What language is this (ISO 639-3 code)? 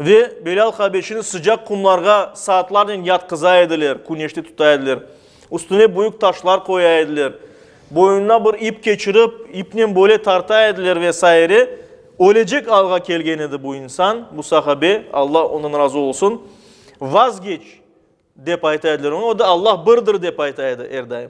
crh